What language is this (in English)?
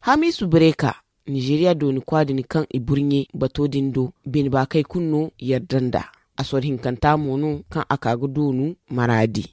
Zarma